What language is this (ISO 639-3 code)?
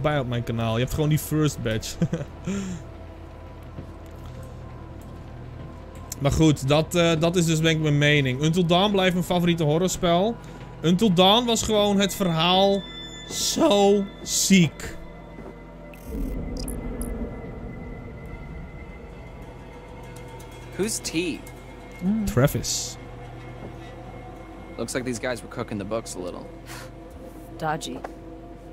nld